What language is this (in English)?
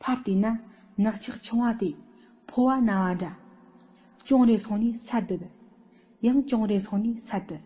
Tibetan